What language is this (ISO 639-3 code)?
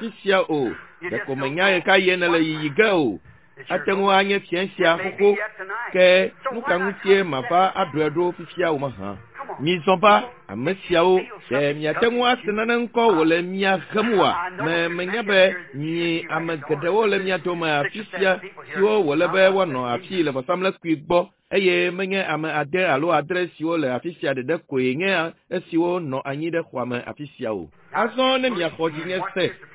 ewe